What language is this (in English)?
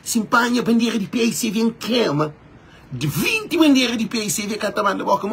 Kabuverdianu